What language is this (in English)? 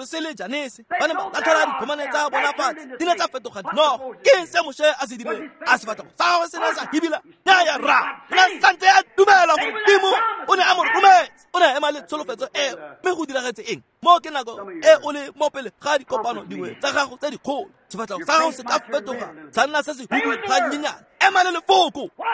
Tswana